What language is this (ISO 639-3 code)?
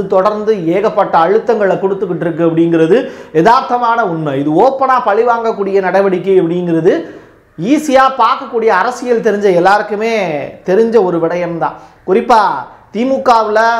tam